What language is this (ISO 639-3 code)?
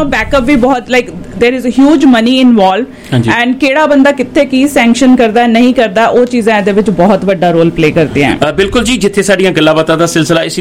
pan